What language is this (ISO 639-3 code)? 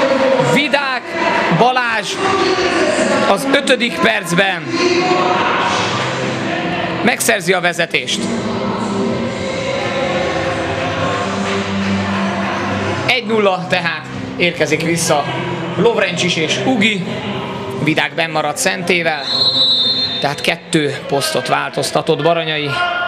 hun